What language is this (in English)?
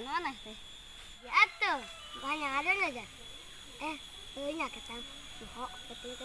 Sundanese